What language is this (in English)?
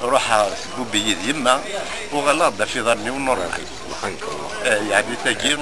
Kabyle